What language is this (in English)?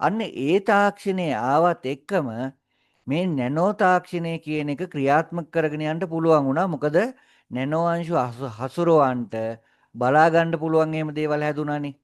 Sinhala